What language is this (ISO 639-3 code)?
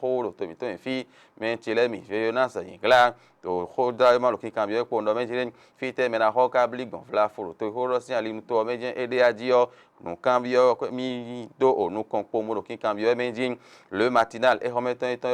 fon